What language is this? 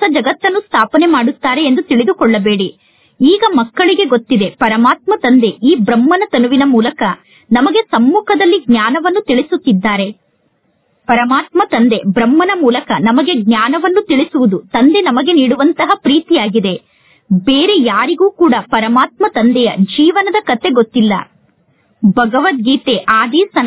Kannada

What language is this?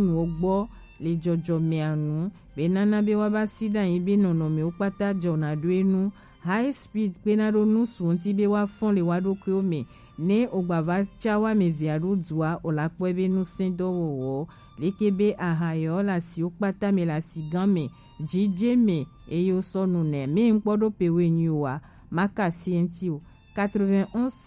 Gen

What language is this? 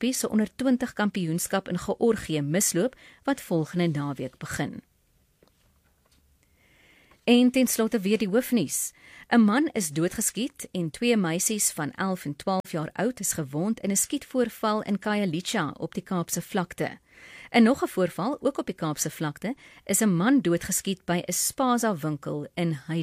Afrikaans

